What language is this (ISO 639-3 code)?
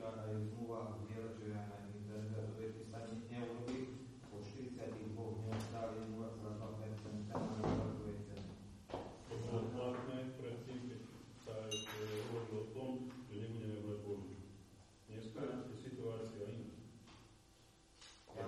slk